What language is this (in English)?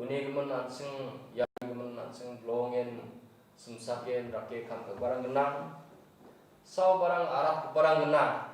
Garo